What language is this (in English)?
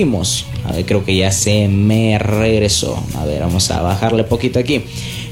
Spanish